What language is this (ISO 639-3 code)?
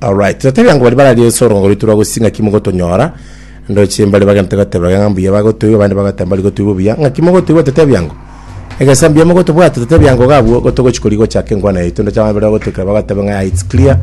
guz